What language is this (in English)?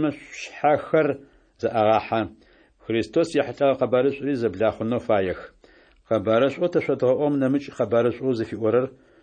Adyghe